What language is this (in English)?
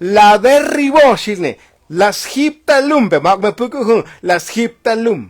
Tzotzil